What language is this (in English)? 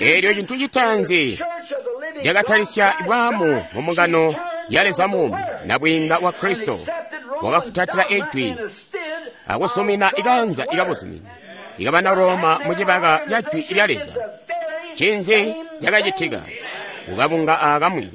Tonga (Zambia)